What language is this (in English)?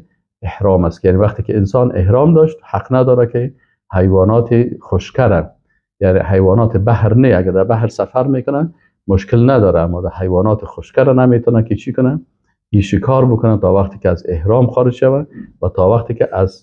Persian